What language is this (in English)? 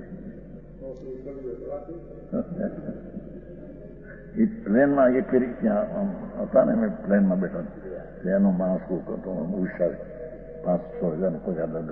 Gujarati